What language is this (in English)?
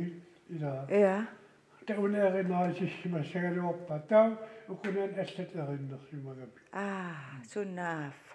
Kalaallisut